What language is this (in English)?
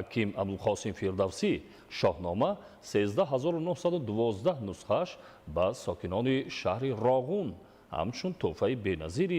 Tajik